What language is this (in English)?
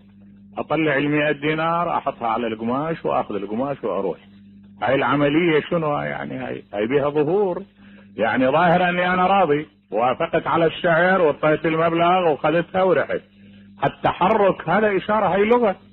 Mesopotamian Arabic